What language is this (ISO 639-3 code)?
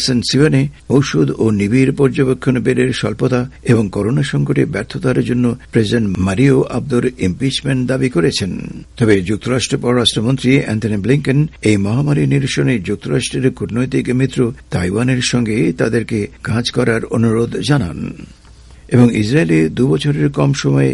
ben